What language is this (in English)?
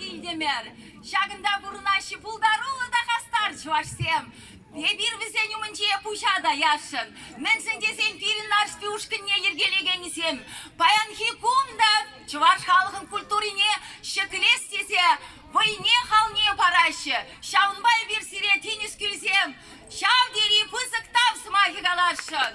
Chuvash